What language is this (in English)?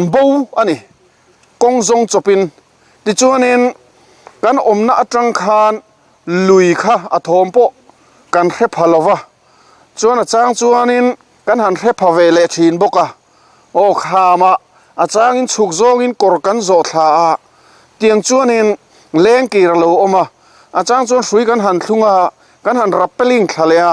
Mizo